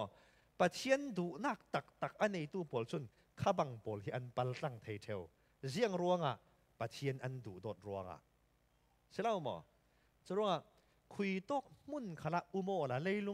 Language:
Falam Chin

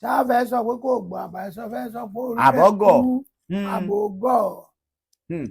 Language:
Yoruba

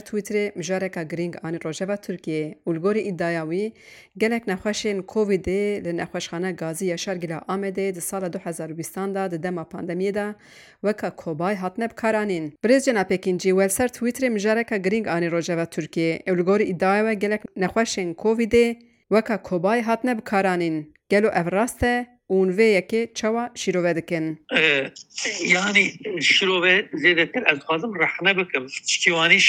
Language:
Kurdish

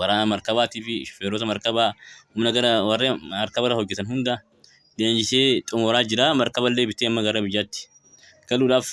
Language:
Oromo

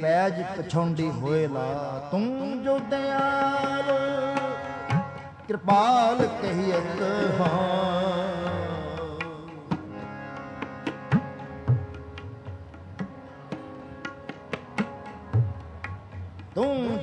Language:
Punjabi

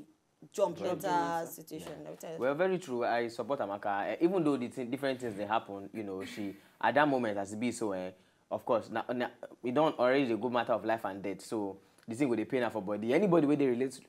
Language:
Nigerian Pidgin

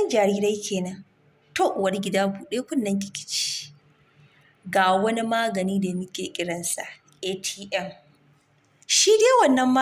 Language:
Hausa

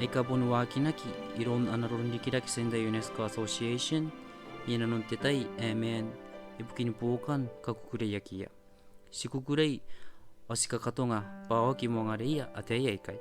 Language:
Gilbertese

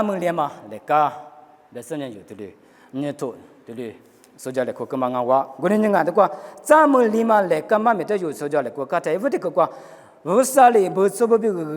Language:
Lisu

